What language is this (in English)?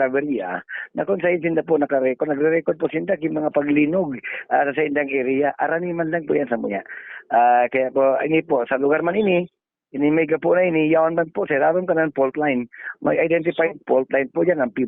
Bikol